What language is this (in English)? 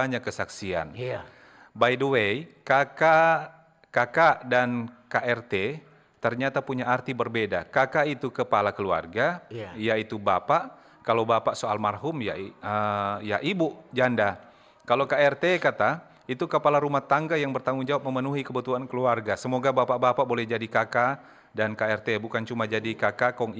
Manado Malay